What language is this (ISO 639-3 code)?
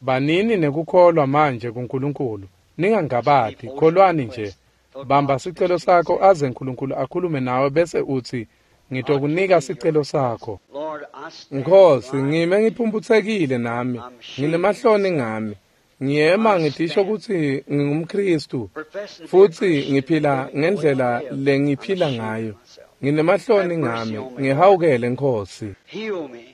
ssw